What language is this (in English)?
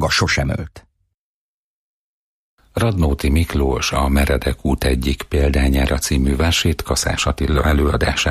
Hungarian